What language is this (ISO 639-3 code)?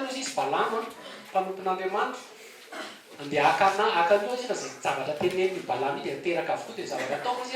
mlg